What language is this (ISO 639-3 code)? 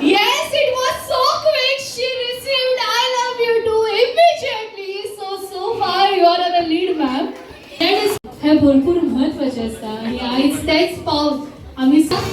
kok